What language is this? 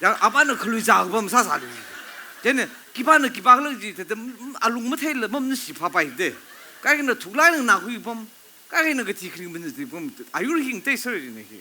Tangkhul Naga (India)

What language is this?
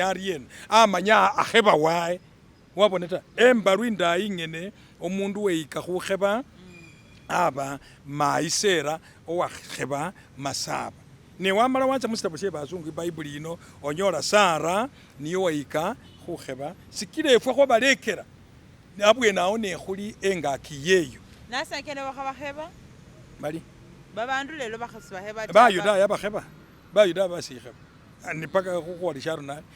Masaaba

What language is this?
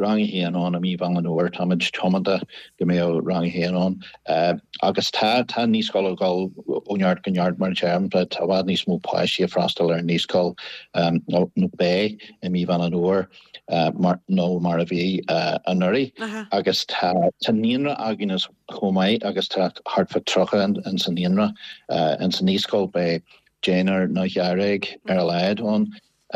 Irish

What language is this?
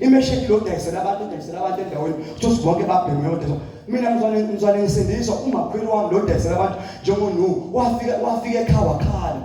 Zulu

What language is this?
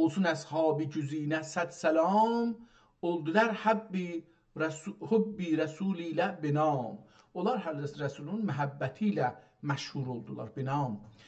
South Azerbaijani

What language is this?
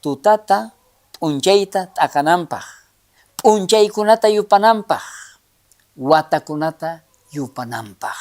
South Bolivian Quechua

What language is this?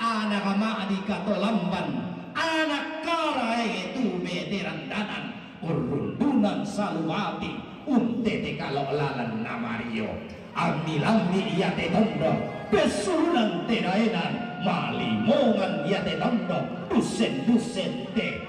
Toraja-Sa'dan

